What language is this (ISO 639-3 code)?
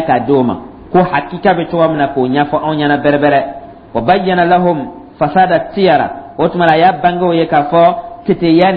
dyu